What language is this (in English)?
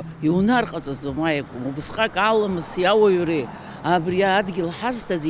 Abkhazian